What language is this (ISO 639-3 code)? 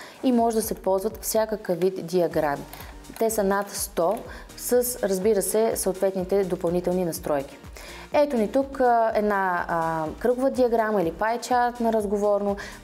bul